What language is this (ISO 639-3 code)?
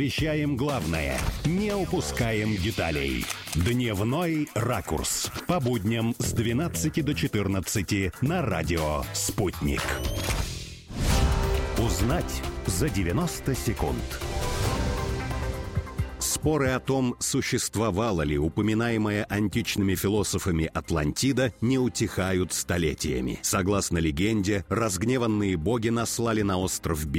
rus